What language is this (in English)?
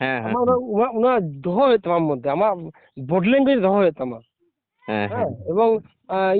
Santali